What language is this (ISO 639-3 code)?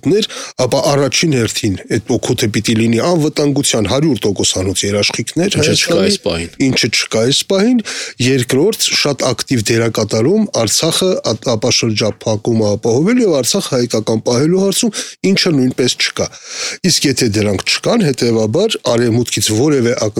hye